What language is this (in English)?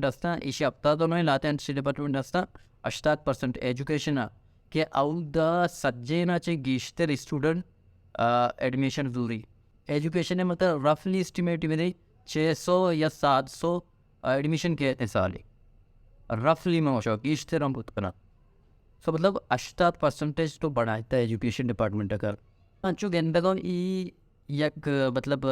Baluchi